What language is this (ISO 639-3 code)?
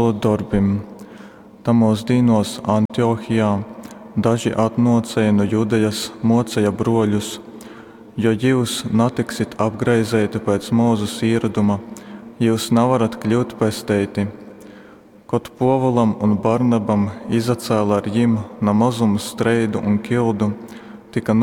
ltg